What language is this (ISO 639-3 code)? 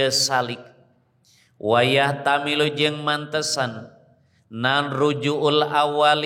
sun